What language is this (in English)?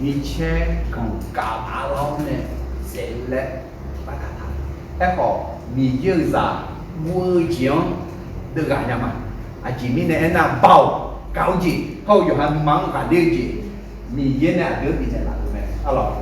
Akha